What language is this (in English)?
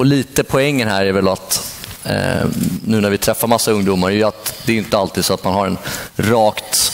Swedish